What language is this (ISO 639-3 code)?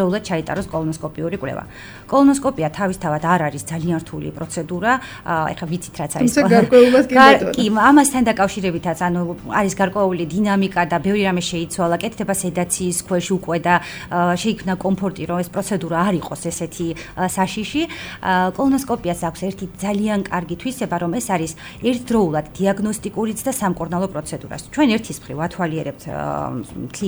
kat